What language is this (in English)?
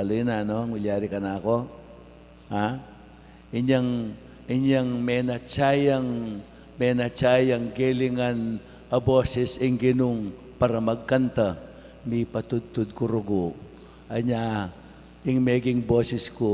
Pampanga